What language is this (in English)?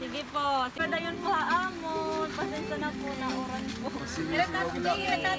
Waray